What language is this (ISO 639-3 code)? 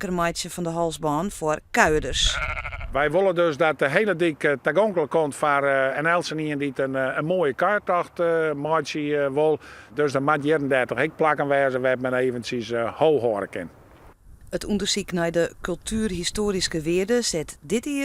fry